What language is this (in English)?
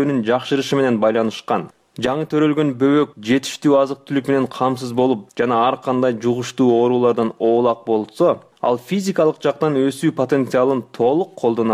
Kyrgyz